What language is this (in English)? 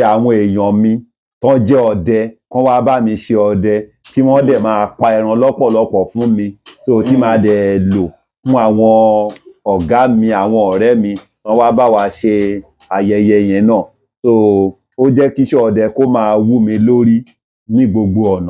Yoruba